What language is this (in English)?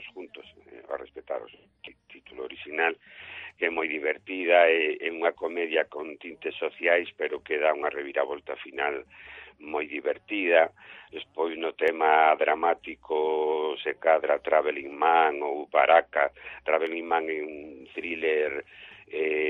Galician